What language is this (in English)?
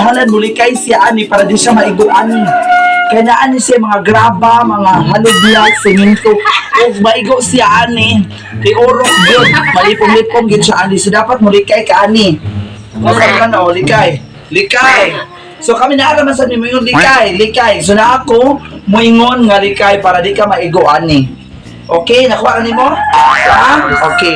Cebuano